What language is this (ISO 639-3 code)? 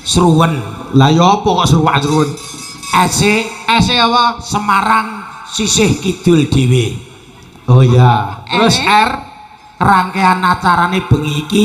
jav